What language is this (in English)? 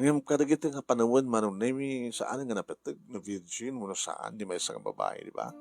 Iloko